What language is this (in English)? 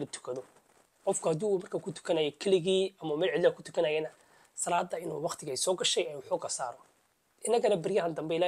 Somali